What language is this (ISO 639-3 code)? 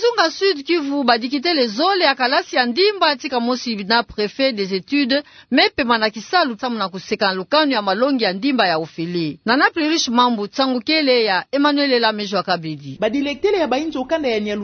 ktu